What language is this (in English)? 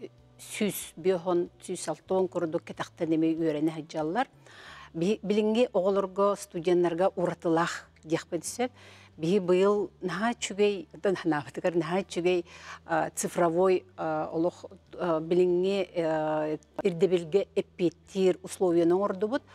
Yakut